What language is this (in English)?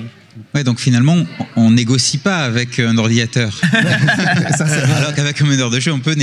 French